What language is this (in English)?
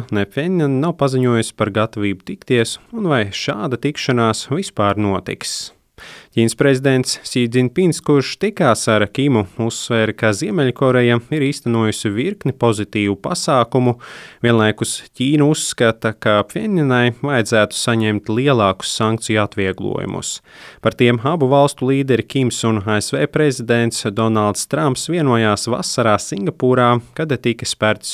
Latvian